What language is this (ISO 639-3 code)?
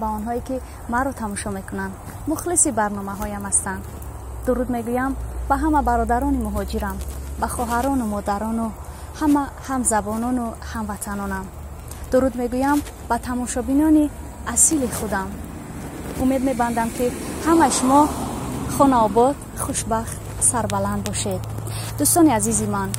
tgk